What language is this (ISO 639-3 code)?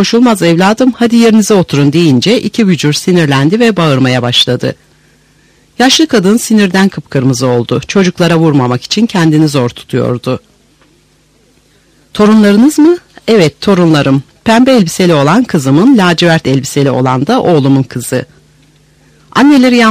tur